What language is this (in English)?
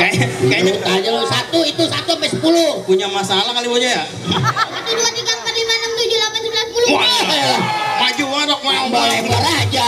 Betawi